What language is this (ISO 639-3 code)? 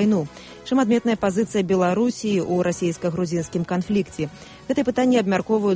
bel